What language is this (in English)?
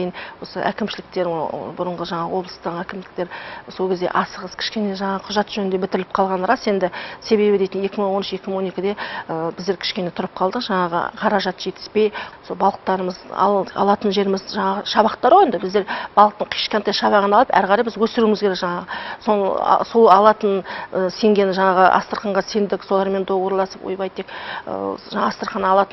Kazakh